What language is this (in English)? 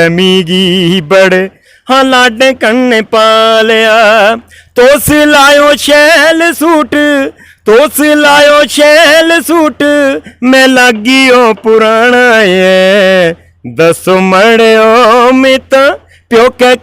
Dogri